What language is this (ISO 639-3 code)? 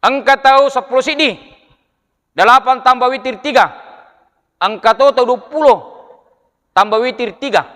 bug